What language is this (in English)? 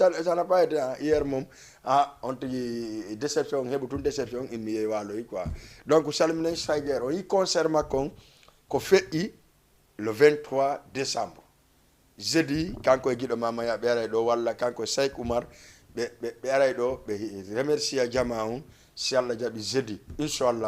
Fula